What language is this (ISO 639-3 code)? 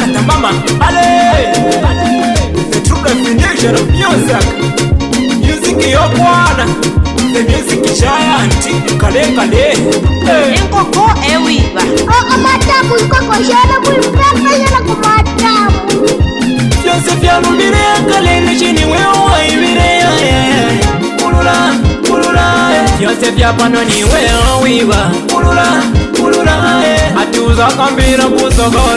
bem